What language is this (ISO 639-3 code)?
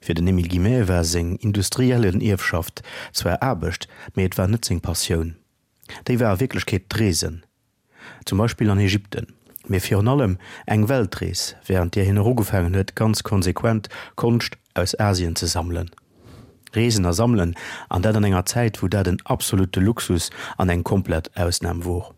ltz